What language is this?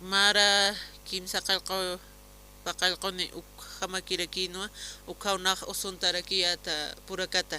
Aymara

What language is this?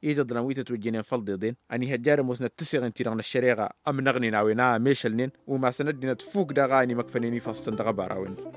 Tamasheq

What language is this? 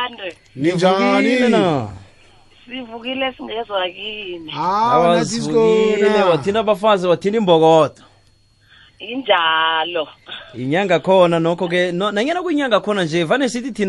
South Ndebele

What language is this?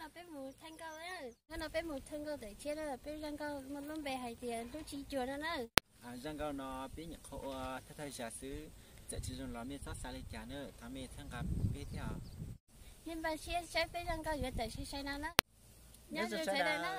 Hmong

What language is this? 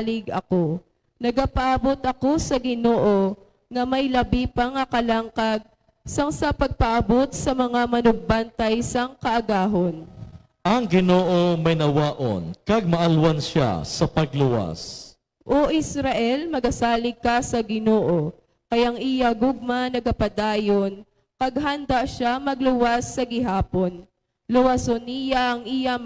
Hiligaynon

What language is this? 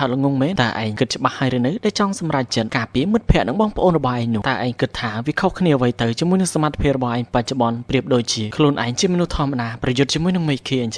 Khmer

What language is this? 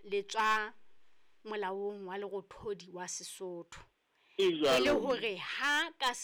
Southern Sotho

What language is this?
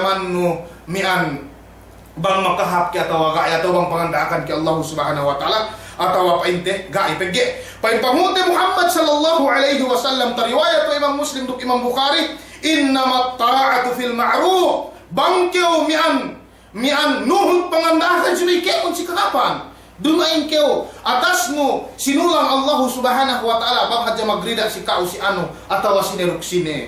Yakan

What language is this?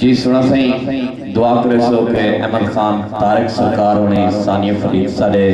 Saraiki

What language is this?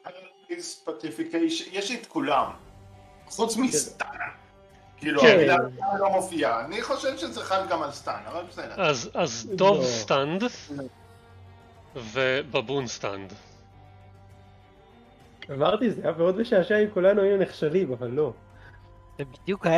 Hebrew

